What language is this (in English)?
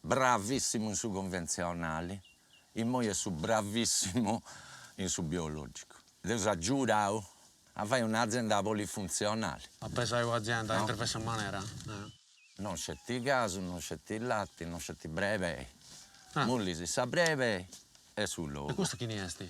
Sardinian